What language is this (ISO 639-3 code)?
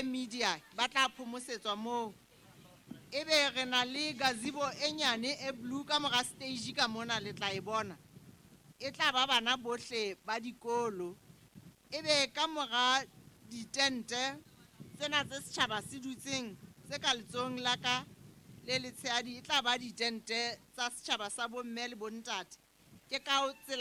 sot